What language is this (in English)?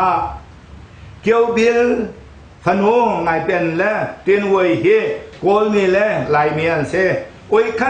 Hakha Chin